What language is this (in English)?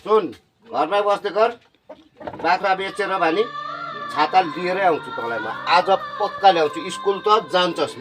Nepali